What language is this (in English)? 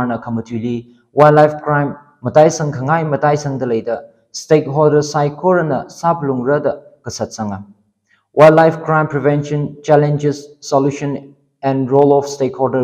Tangkhul Naga (India)